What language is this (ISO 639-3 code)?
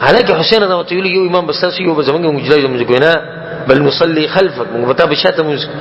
pus